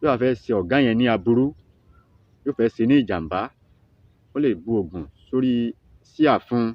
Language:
Yoruba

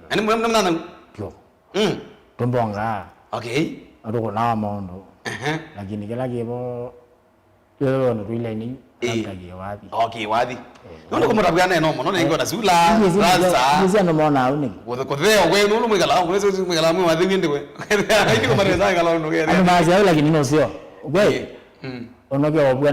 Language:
Kamba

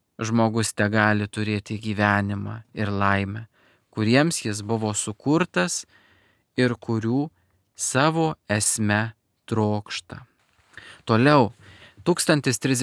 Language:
Lithuanian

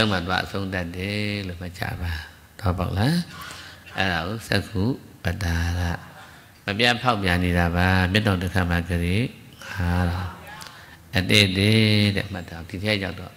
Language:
Burmese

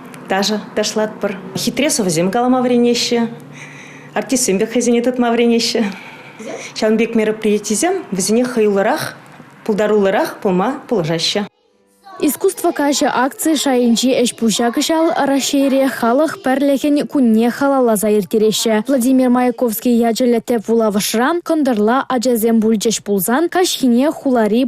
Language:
Chuvash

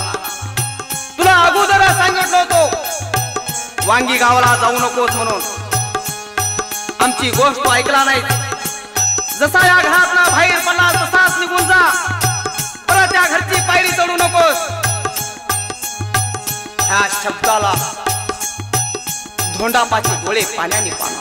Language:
Marathi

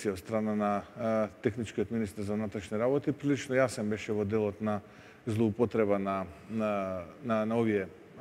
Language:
Macedonian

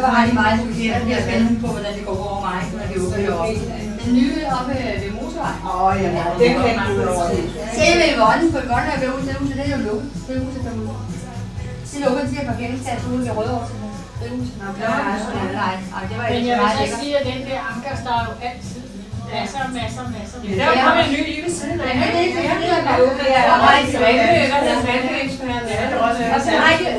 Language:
Danish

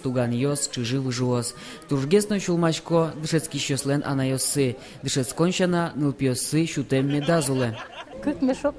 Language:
Udmurt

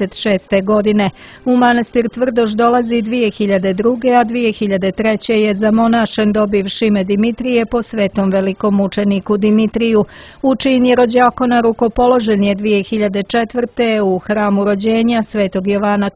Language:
Serbian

